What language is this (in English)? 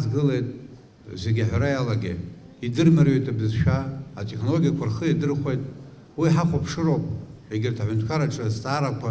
Abkhazian